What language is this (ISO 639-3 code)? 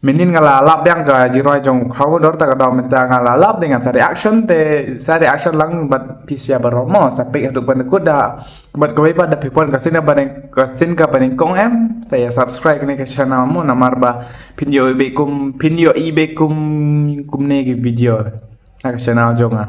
kha